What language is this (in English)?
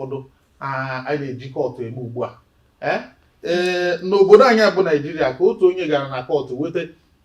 Igbo